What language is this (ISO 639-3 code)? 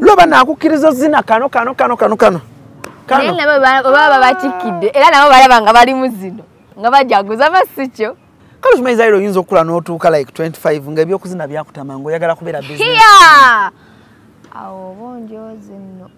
lug